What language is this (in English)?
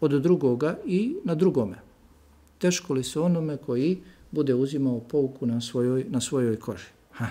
Bosnian